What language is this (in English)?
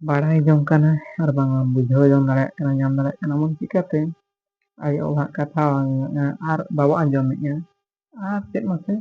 Santali